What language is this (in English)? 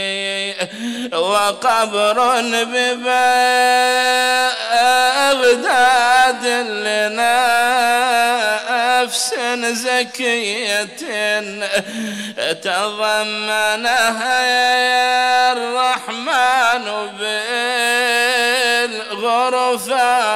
Arabic